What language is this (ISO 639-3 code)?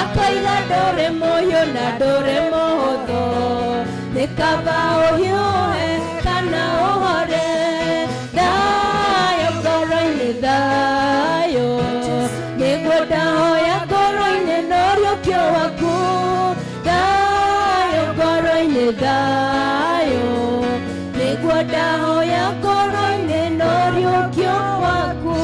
kik